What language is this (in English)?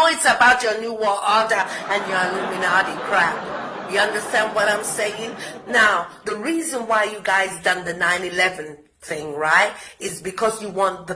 Jamaican Creole English